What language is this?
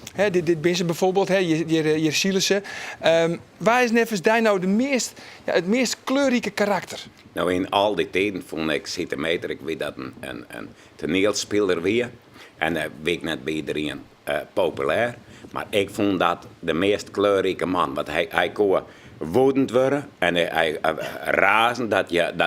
Western Frisian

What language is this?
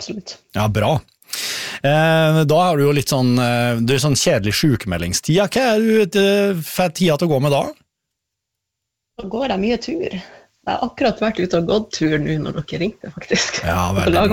Norwegian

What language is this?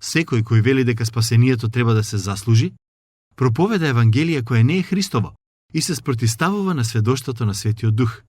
Macedonian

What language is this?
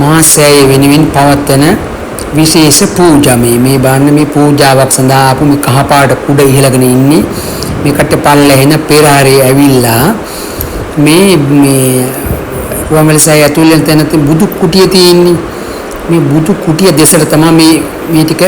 Sinhala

